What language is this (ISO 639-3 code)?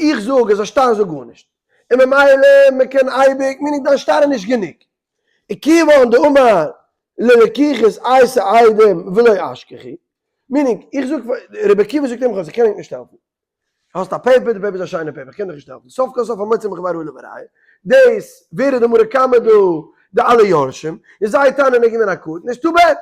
yid